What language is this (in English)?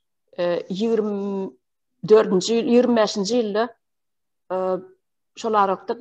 Turkmen